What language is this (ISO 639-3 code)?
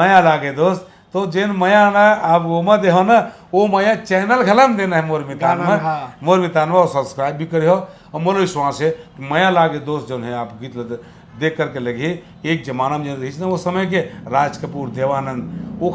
hne